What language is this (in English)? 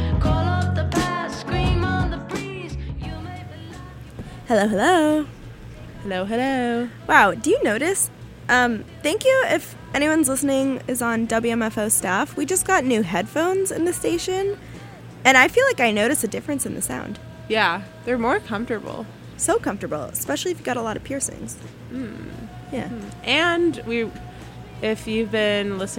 English